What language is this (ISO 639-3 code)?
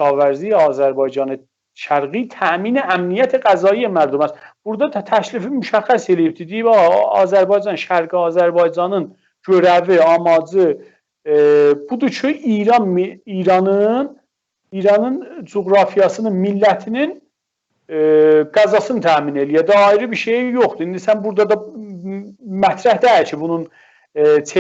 azb